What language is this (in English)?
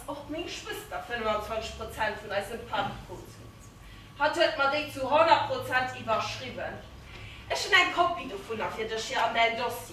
Luxembourgish